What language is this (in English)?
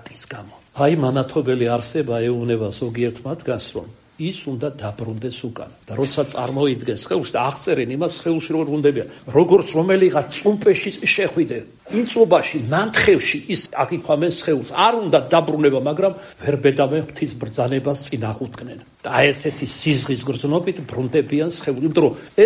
Georgian